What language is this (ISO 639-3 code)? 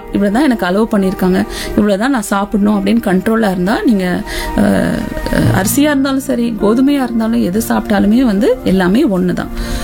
tam